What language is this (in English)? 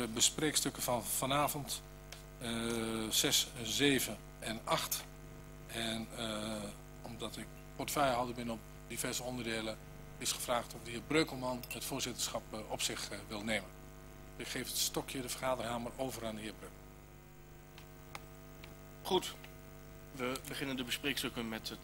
Dutch